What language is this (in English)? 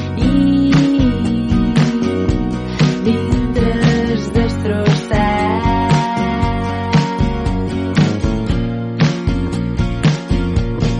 Catalan